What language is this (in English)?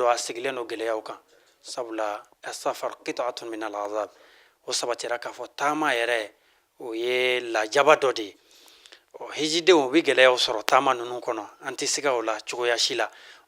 Bambara